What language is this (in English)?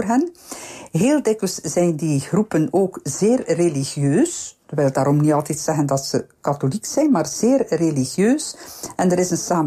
Dutch